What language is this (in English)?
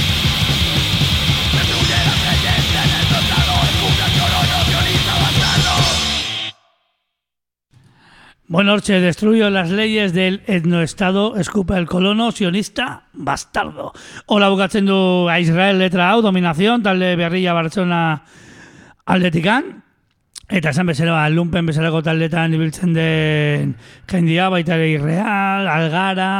Basque